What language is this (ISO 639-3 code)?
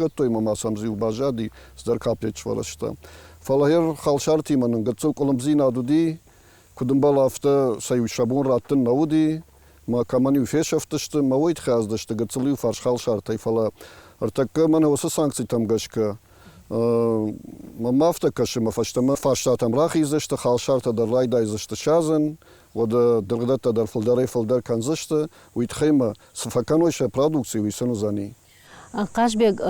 oss